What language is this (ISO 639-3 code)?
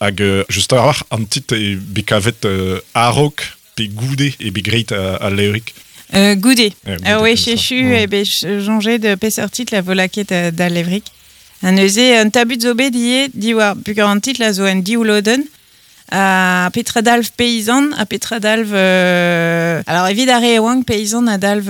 bre